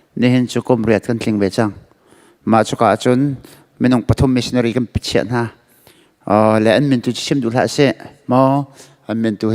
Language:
Hakha Chin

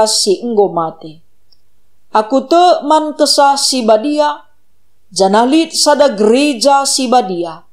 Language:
Batak Karo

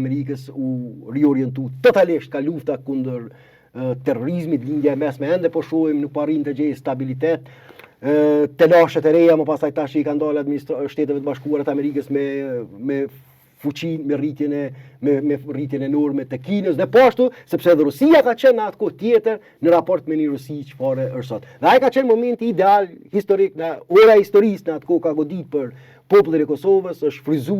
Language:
Albanian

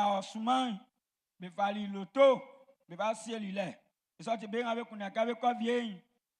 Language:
Baoulé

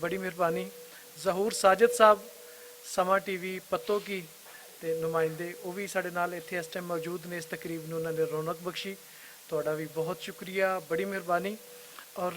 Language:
Western Panjabi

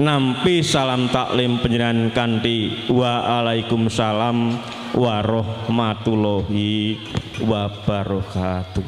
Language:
Javanese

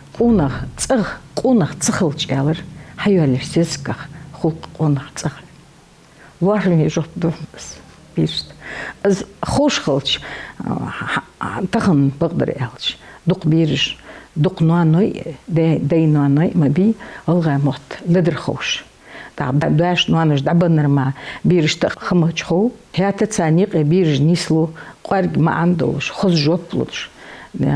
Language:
Ingush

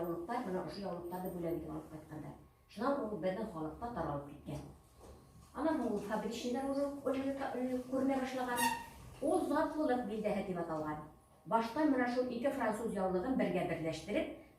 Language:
Bashkir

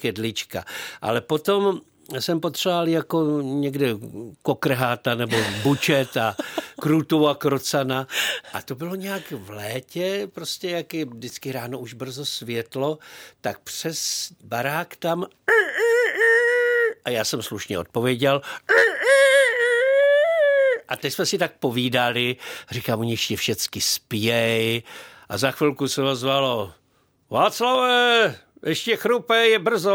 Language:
Czech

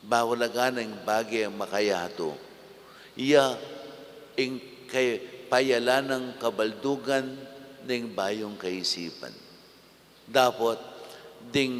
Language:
Pampanga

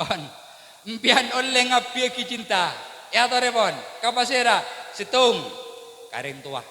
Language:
Madurese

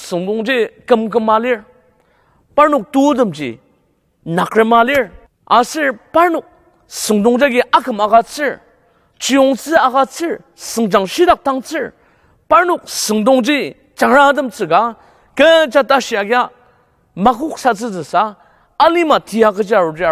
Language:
Ao Naga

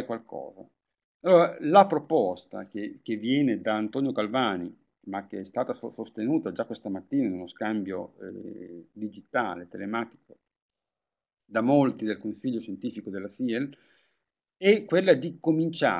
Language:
Italian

